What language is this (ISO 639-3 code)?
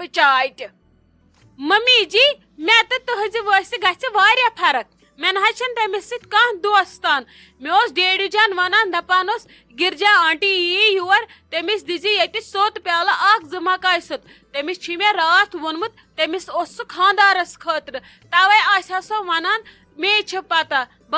kas